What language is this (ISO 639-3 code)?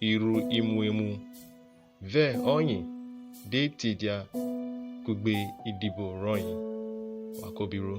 urh